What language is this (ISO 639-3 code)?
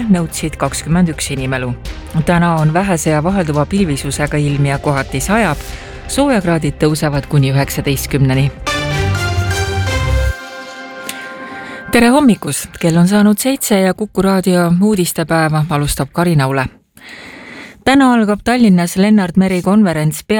est